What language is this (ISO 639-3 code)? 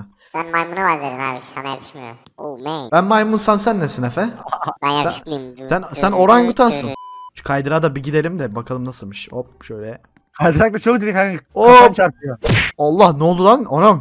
tur